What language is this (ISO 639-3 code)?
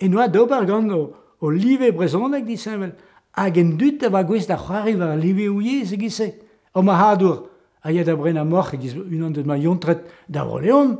bre